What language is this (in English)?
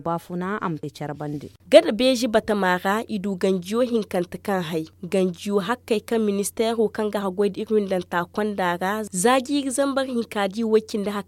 Zarma